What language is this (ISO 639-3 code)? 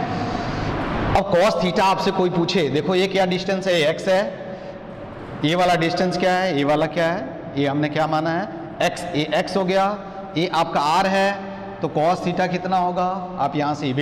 hin